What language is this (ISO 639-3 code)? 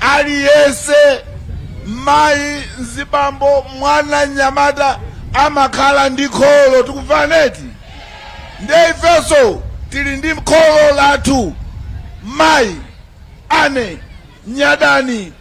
nya